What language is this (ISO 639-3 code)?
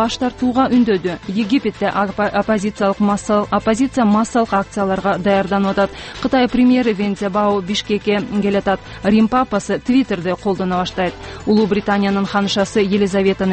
kir